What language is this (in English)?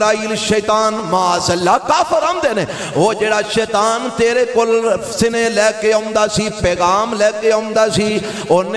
Western Panjabi